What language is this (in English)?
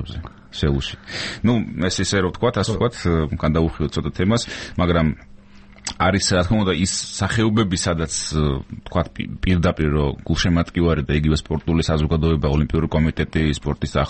Georgian